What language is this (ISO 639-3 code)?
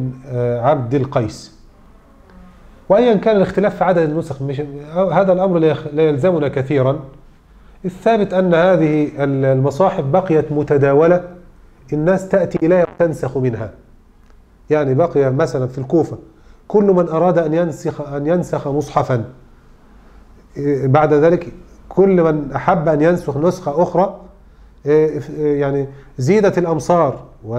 ara